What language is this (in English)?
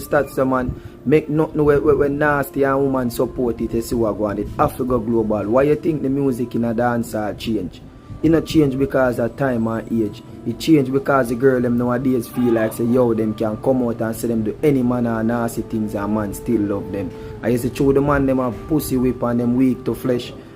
Jamaican Creole English